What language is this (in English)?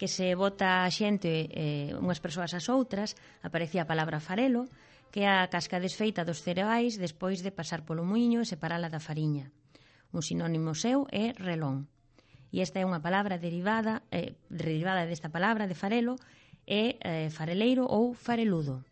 Galician